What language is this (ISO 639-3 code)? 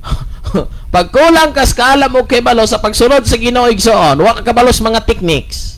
ceb